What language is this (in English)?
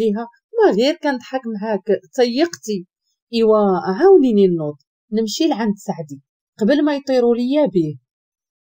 Moroccan Arabic